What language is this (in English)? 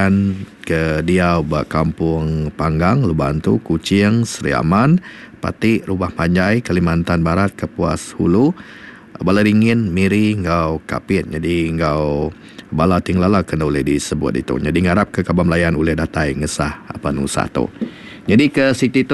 Iban